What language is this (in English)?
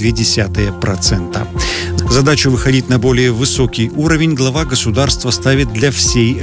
Russian